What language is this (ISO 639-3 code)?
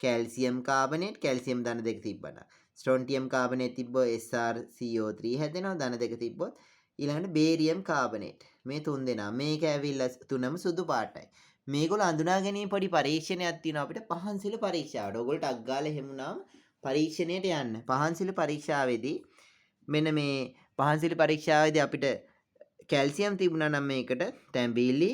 sin